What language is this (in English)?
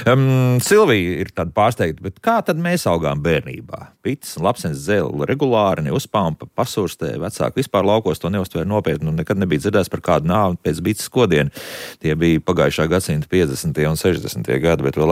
Latvian